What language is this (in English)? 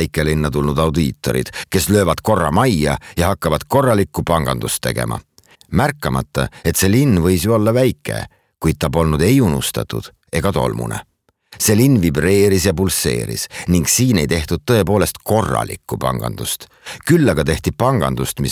Estonian